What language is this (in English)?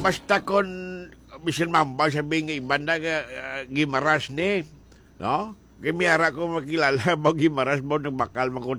Hiligaynon